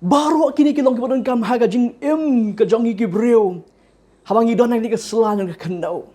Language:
Khasi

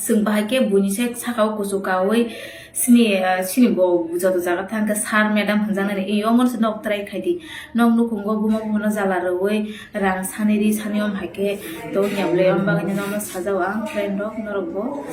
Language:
Kok Borok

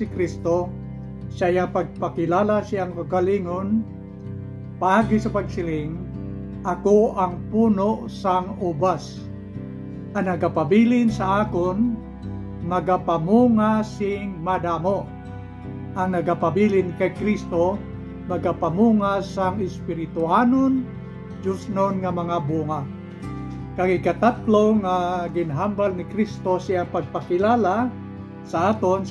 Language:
Hiligaynon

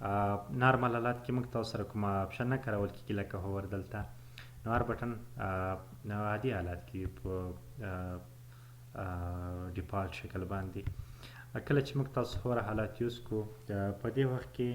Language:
Pashto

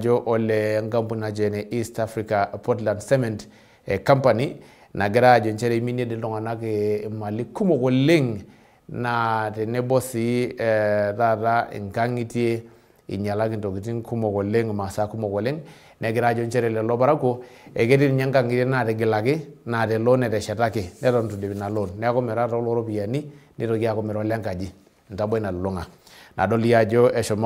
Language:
Masai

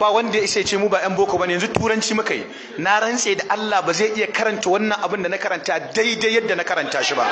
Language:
Hausa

